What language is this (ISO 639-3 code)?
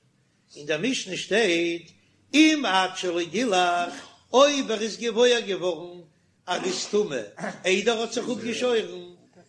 yid